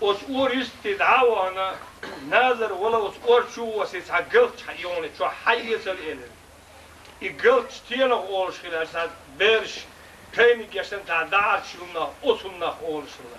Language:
Chechen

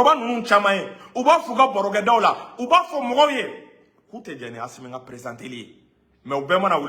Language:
Bambara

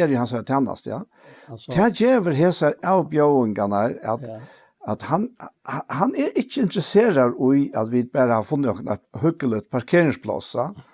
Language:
Faroese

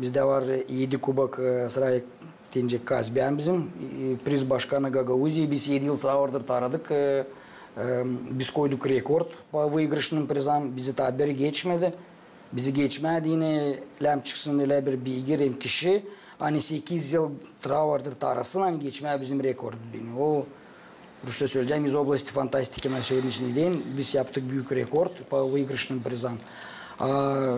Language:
Gagauz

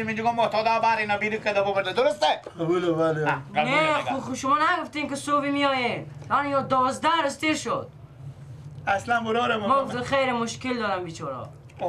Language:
Persian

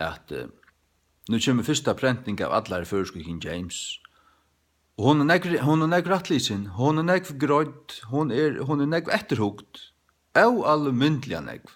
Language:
Faroese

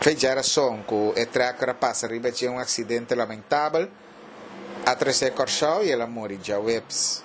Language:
Papiamento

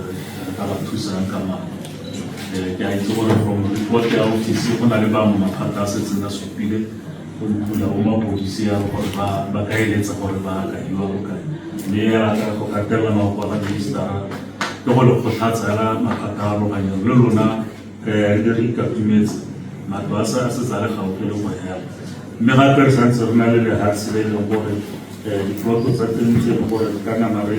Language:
Tswana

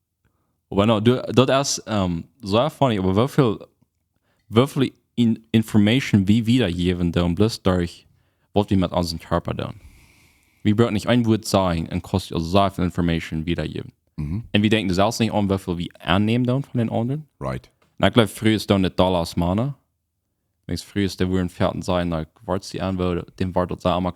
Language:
Plautdietsch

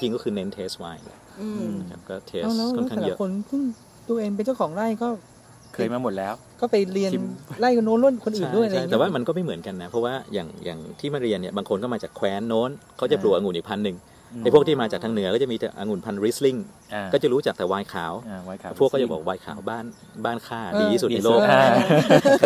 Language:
Thai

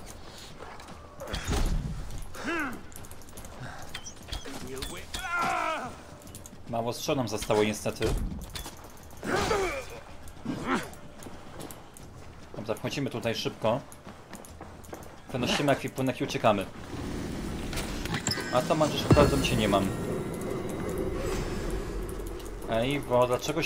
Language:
Polish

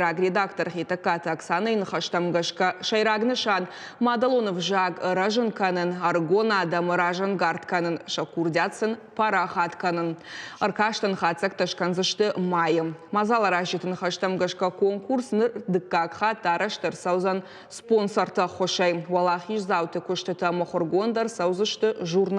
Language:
Ossetic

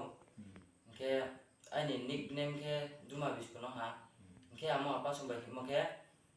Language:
Riang (India)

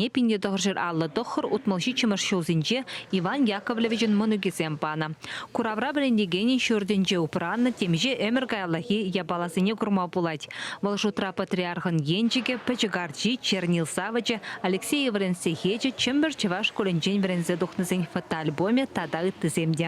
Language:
Chuvash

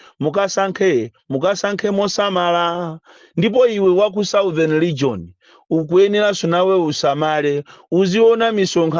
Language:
Nyanja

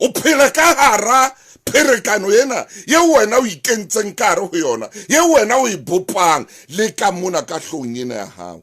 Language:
Southern Sotho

